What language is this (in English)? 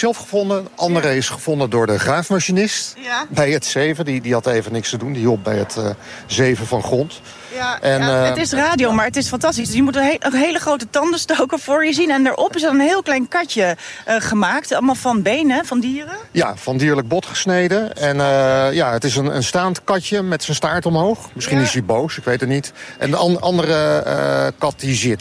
Dutch